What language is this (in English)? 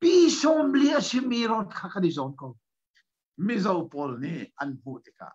Hakha Chin